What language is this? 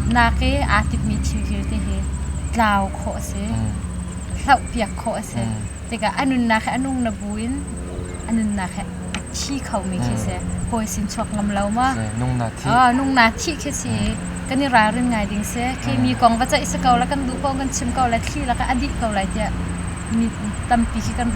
Hakha Chin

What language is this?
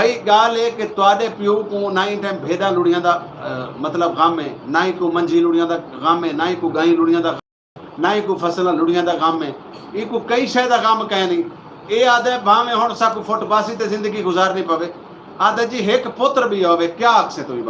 Saraiki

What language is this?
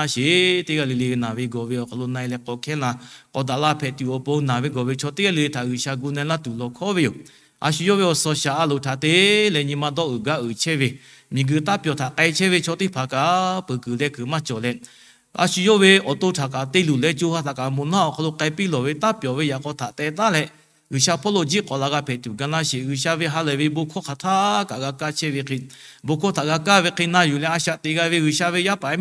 Lahu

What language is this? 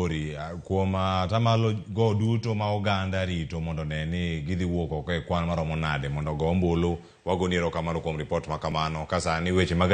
Luo (Kenya and Tanzania)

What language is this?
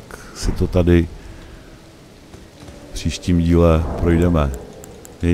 Czech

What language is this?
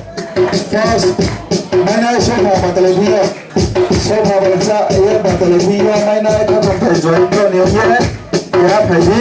Riang (India)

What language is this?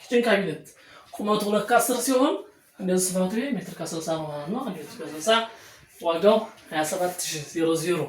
Amharic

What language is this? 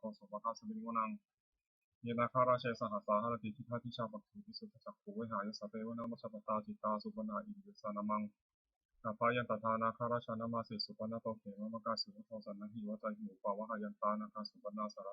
Pali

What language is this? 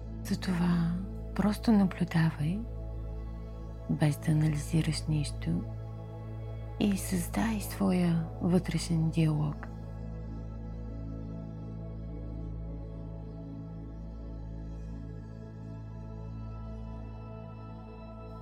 Bulgarian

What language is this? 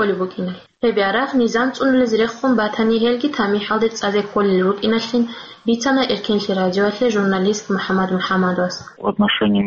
Avaric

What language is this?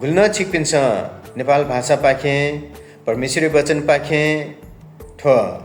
Newari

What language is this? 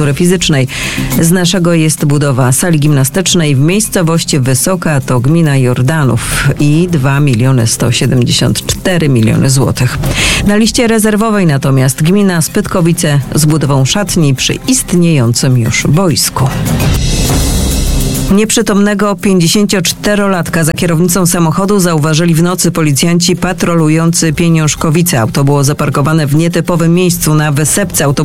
Polish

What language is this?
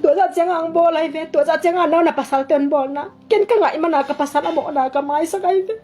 Tedim Chin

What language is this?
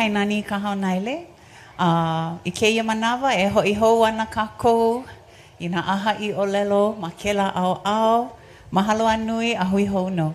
Hawaiian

